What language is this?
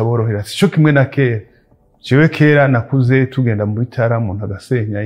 Rundi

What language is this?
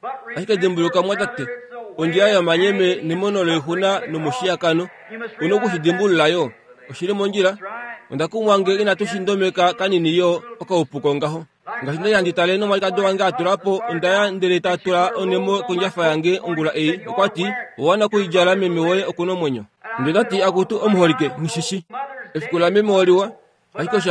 Kuanyama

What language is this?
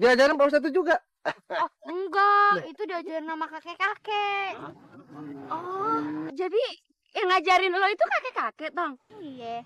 Betawi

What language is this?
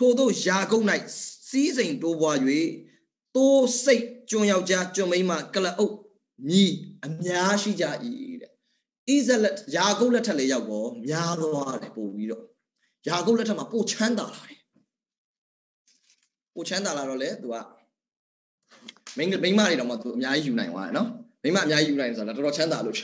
Burmese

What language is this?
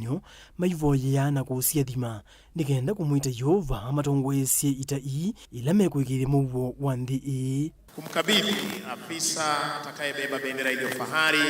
Kamba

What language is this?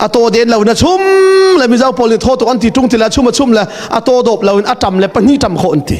Hakha Chin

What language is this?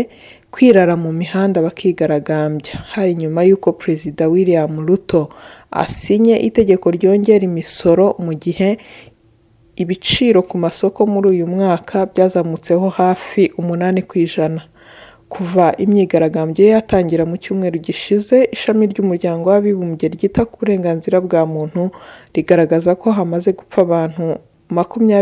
Kinyarwanda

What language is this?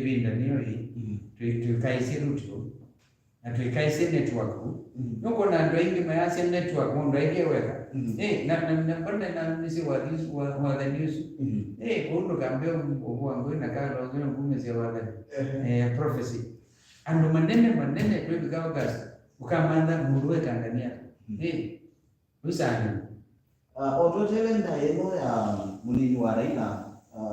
Kamba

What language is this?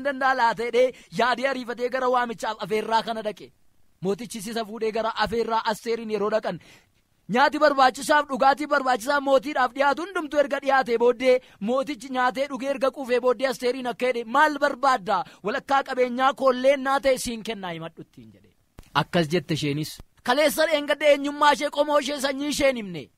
Oromo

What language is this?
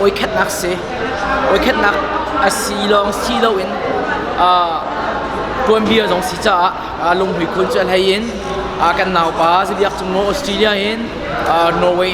Hakha Chin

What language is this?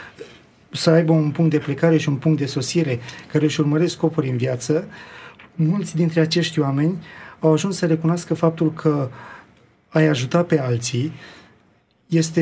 Romanian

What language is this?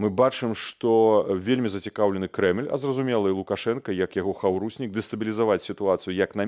Belarusian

